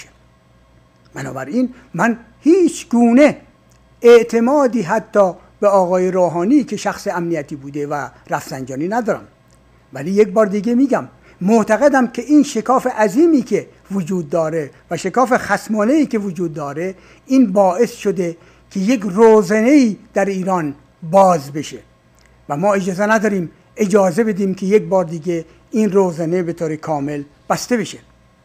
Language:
Persian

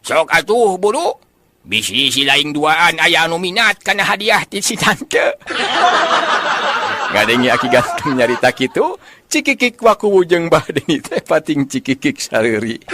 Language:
Sundanese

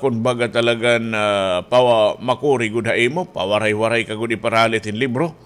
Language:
Waray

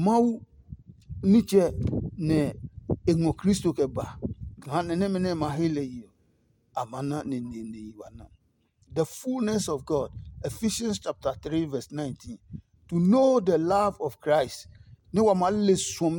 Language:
Adangme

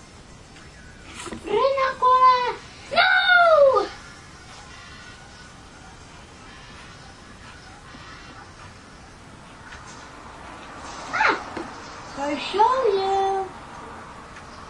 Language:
Estonian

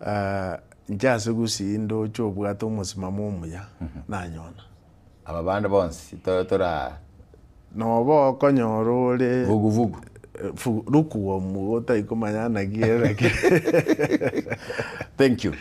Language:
Gusii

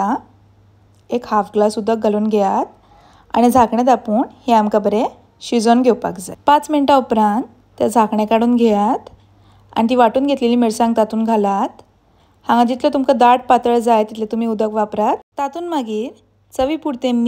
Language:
Konkani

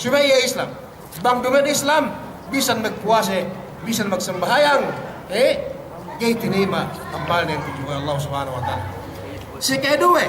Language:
Yakan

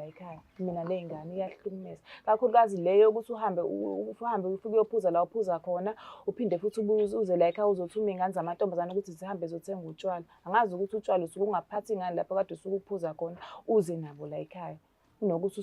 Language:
Zulu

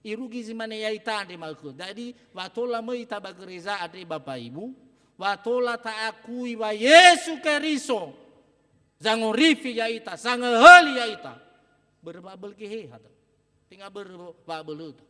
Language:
Nias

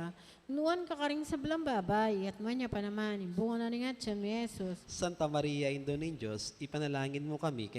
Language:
Pampanga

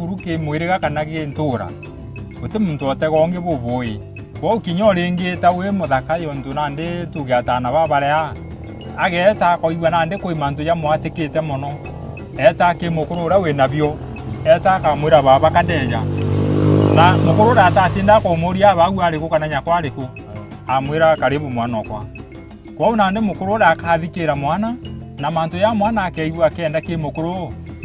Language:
Meru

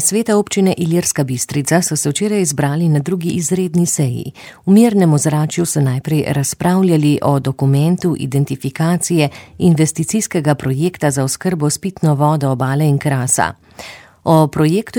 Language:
Slovenian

